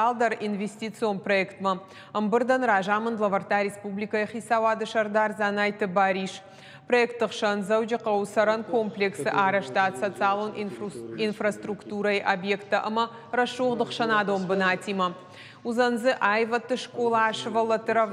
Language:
Ossetic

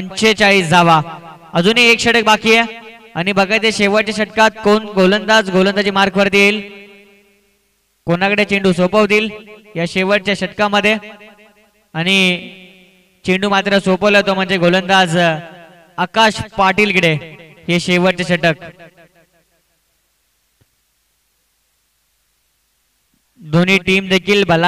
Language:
Marathi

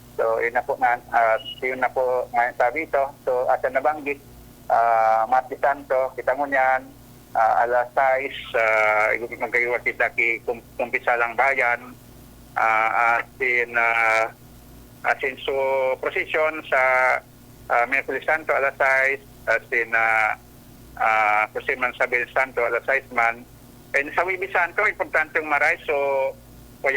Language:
Bikol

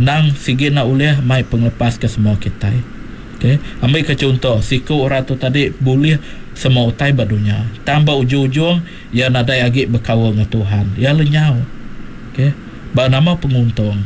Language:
Iban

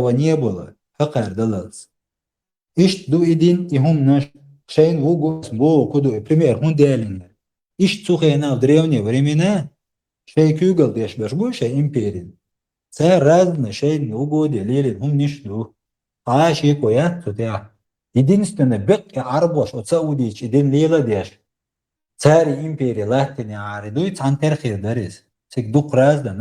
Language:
Chechen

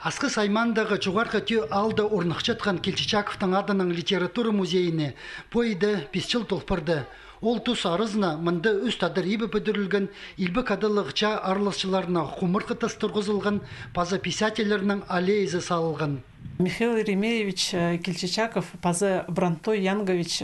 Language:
Khakas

